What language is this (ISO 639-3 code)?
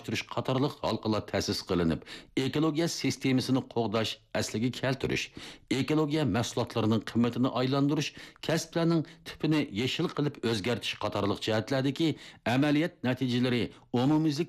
uig